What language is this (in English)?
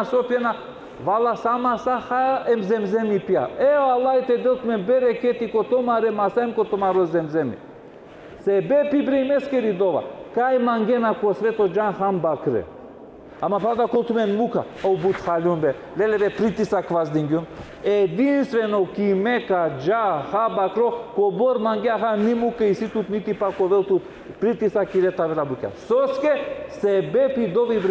Balkan Romani